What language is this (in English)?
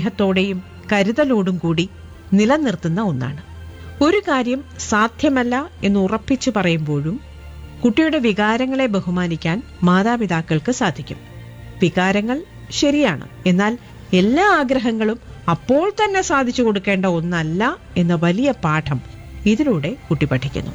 Malayalam